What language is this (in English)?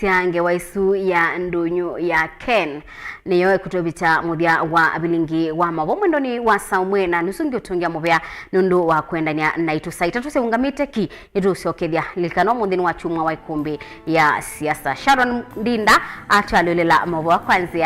Kamba